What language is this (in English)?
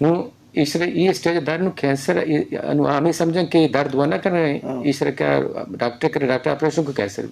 Eastern Balochi